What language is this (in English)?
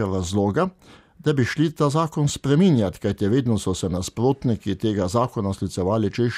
Slovenian